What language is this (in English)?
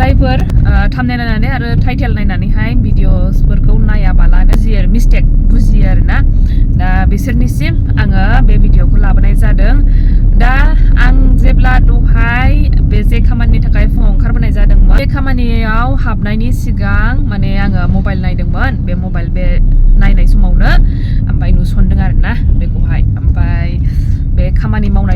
Bodo